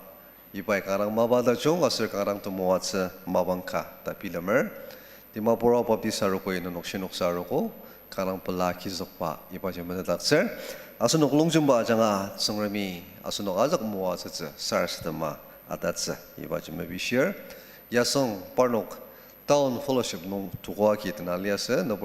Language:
Ao Naga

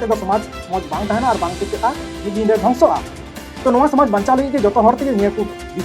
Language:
Santali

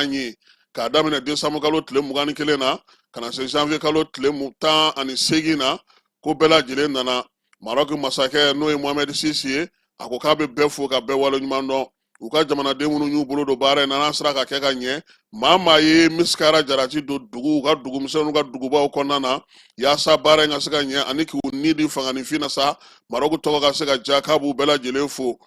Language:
Bambara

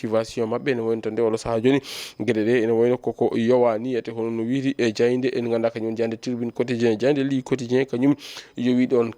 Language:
Fula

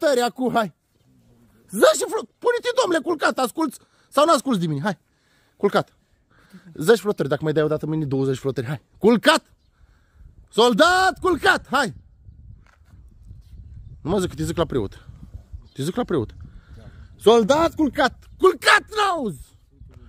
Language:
Romanian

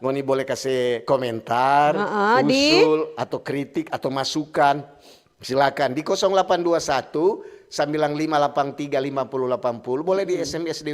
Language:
Manado Malay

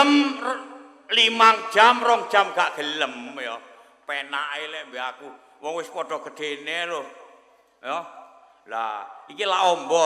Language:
Javanese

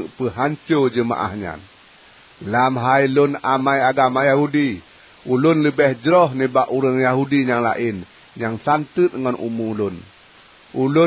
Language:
Achinese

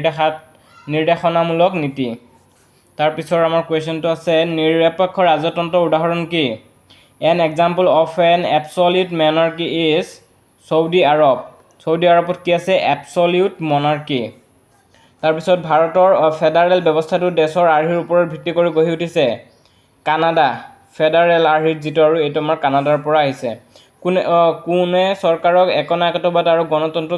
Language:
Assamese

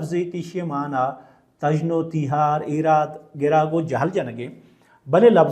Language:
Baluchi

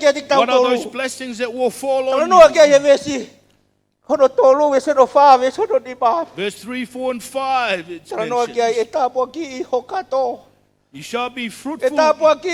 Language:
Tongan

